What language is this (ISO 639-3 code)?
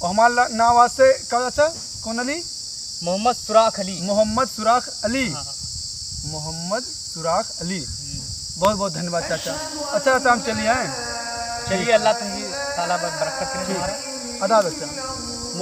awa